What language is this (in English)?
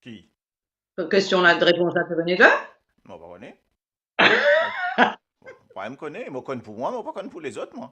Morisyen